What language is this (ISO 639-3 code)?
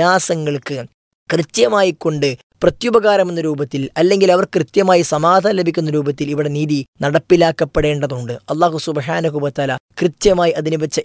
mal